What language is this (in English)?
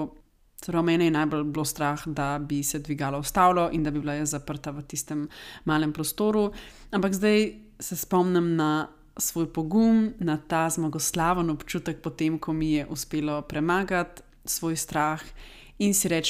Slovenian